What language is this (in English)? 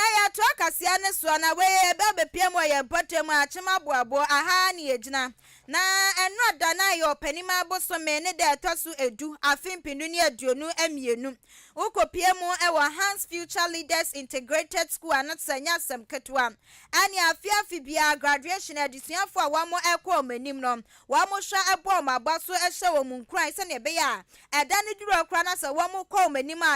Akan